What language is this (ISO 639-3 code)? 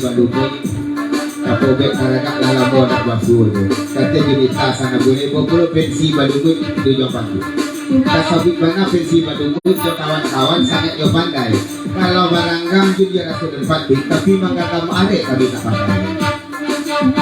min